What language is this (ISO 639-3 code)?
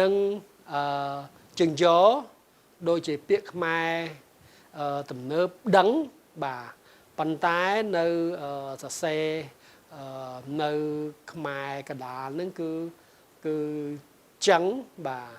khm